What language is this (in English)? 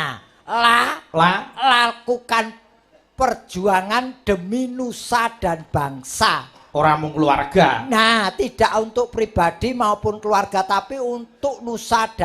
Javanese